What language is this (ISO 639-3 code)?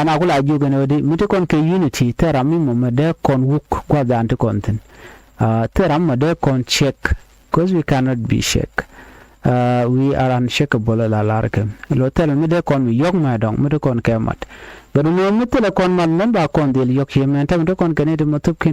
nus